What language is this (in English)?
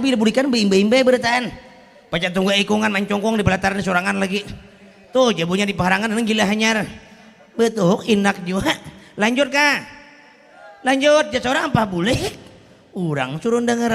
Banjar